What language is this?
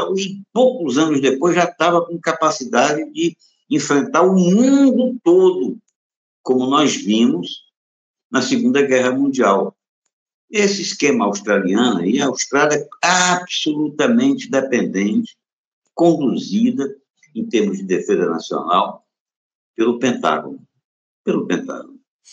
Portuguese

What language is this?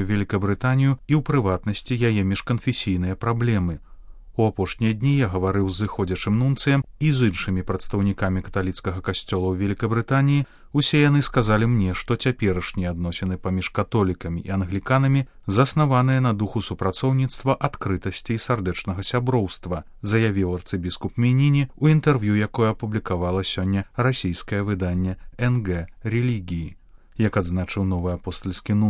Belarusian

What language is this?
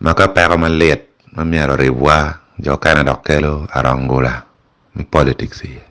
Acoli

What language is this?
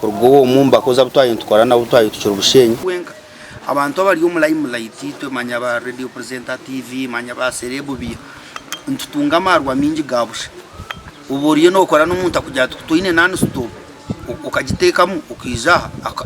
Nyankole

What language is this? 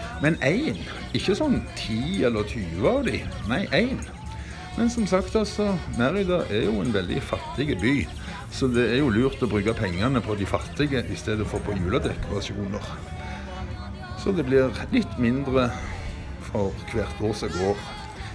Norwegian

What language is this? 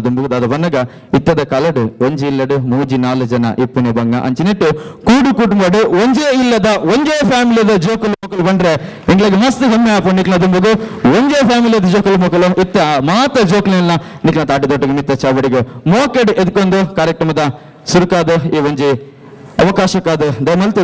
Tulu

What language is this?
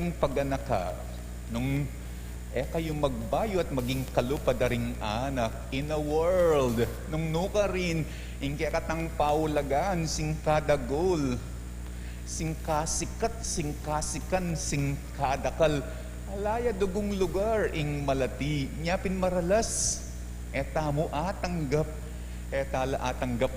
Pampanga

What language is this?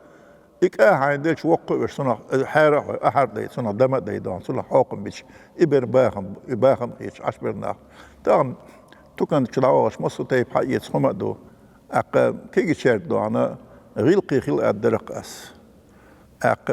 Chechen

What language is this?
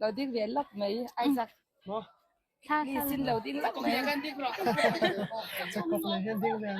Hakha Chin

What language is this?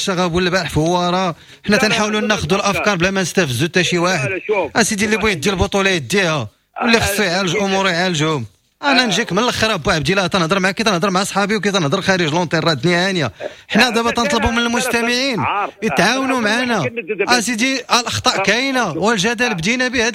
Moroccan Arabic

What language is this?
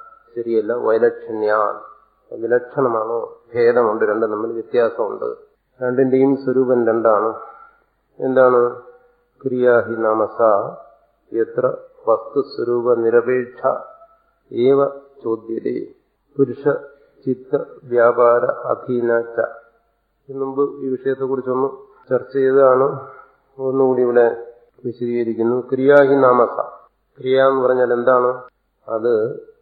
Malayalam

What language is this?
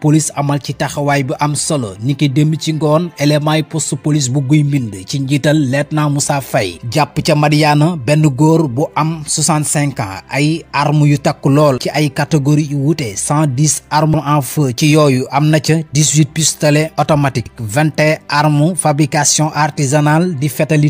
Wolof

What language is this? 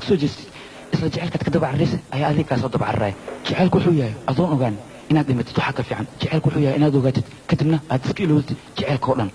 Somali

